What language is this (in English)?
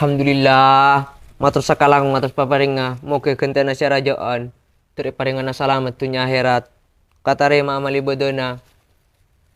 Madurese